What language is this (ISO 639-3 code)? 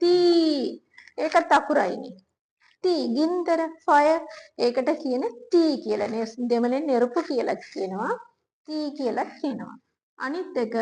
sin